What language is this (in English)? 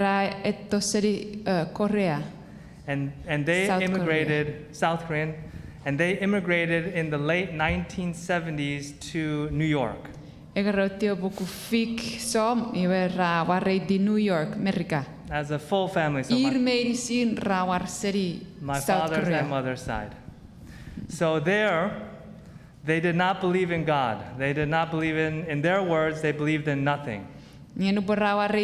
Chuukese